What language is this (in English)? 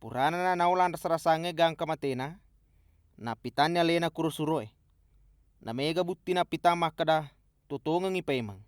Buginese